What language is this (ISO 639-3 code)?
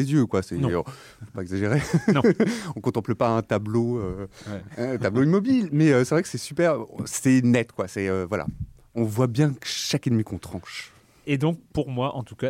fra